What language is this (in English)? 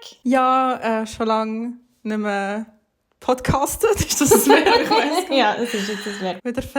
Swiss German